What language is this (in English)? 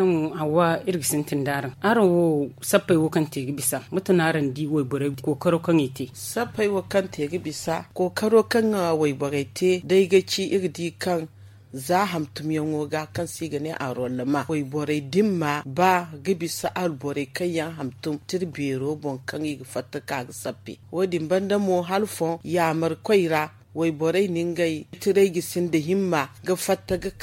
Zarma